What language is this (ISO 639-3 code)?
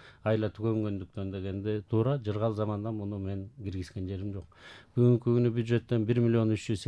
kir